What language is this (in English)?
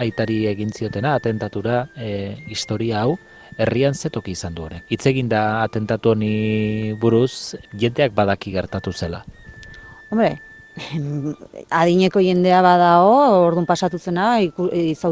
Basque